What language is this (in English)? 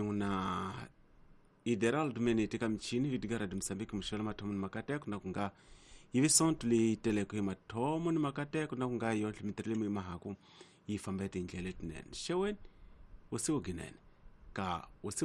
Tsonga